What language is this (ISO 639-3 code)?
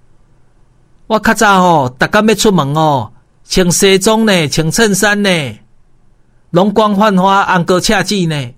nan